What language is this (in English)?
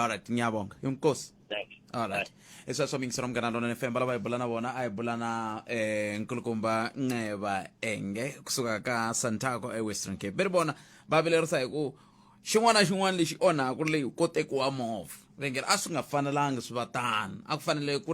Tsonga